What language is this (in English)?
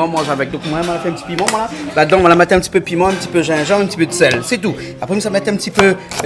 Réunion Creole French